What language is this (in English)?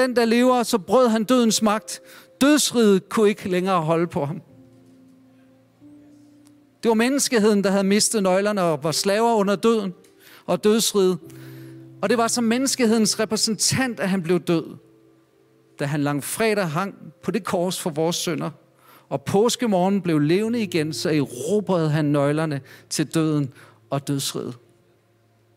Danish